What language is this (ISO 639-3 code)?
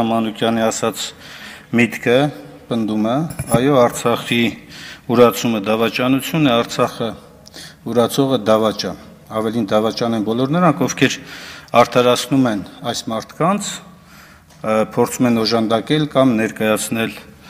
hye